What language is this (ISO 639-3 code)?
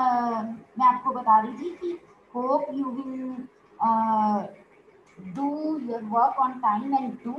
hin